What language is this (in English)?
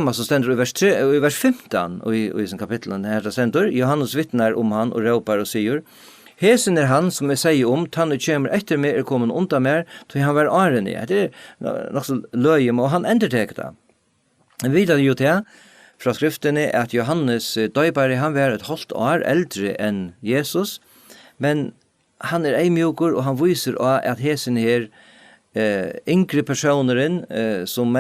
Faroese